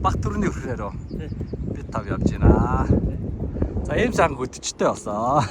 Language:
Mongolian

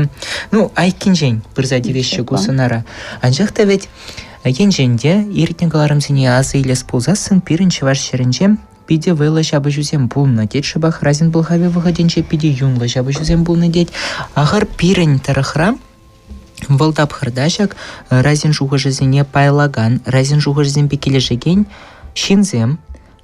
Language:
Chuvash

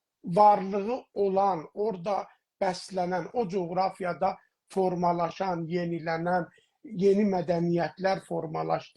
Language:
South Azerbaijani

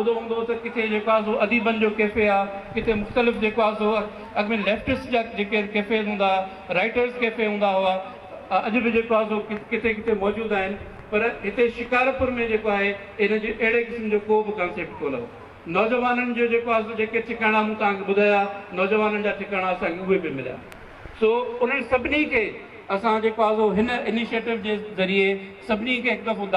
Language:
Sindhi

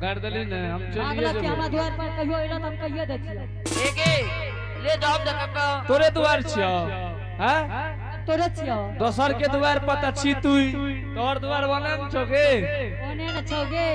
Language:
Angika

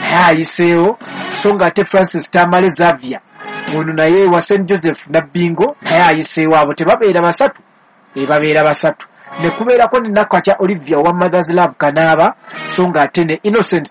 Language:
Ganda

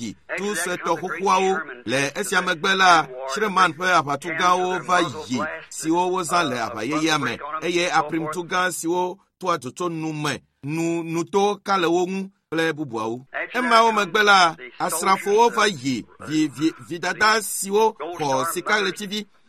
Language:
Ewe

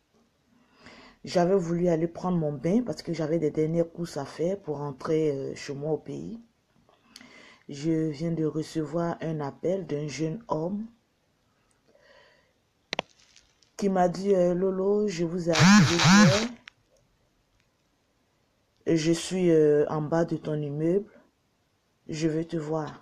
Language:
French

